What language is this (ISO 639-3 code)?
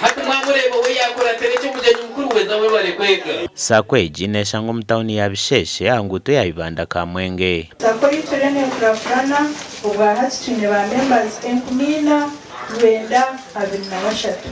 nyn